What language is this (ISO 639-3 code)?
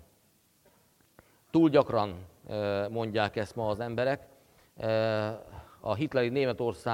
hun